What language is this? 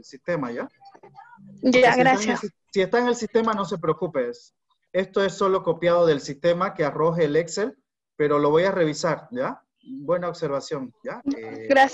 Spanish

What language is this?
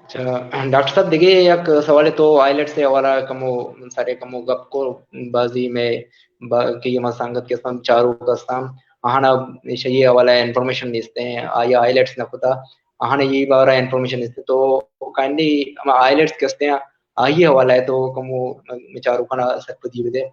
Baluchi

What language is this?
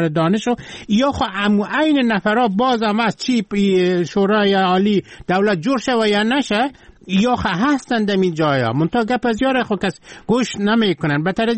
Persian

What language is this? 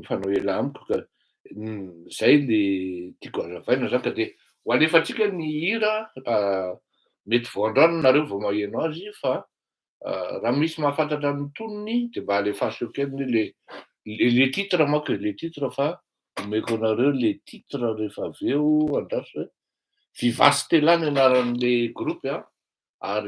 Malagasy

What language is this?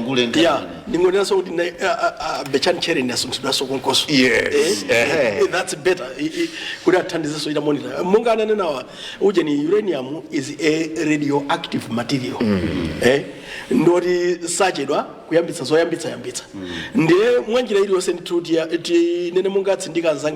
Nyanja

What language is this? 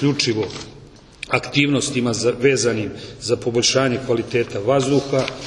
Serbian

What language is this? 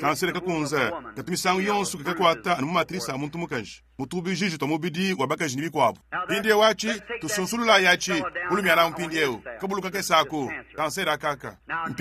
Luba-Lulua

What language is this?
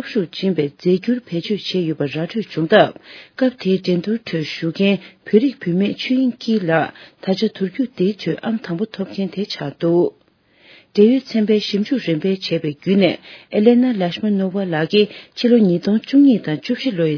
Tibetan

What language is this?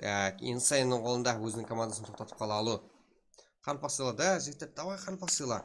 Kara-Kalpak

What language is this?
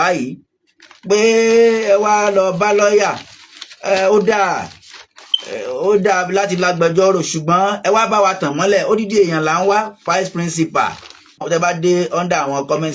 Yoruba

